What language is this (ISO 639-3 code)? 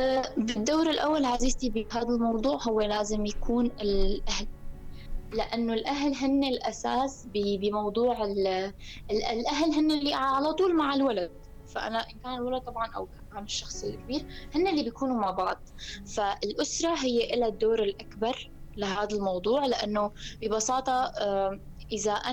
apc